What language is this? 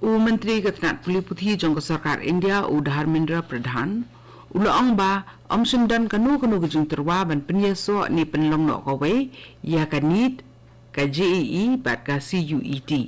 Khasi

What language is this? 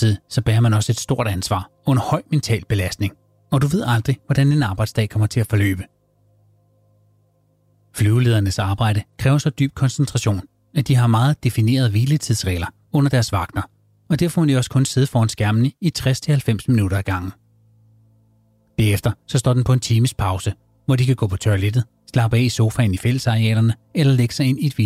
Danish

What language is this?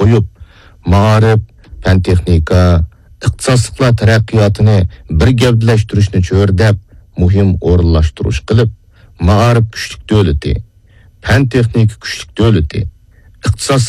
Uyghur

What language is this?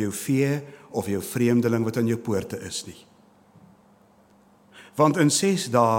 Afrikaans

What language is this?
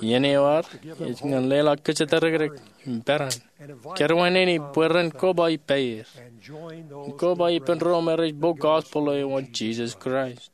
Marshallese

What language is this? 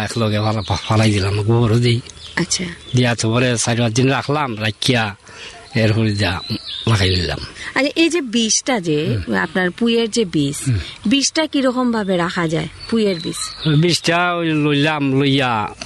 Bangla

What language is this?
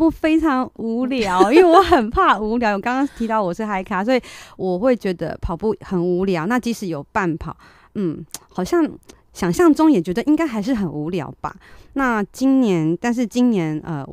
Chinese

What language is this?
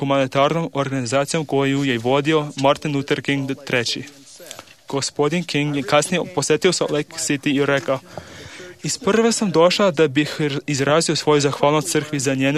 Serbian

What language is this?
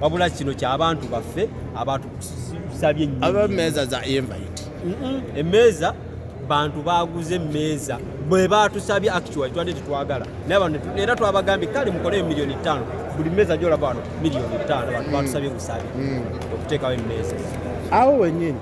Ganda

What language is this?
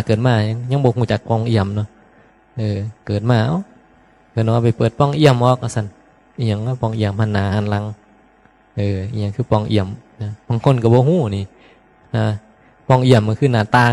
Northeastern Thai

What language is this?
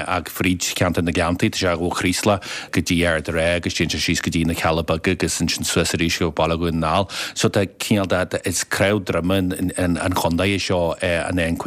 Irish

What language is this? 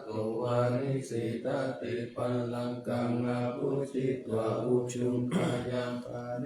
Pali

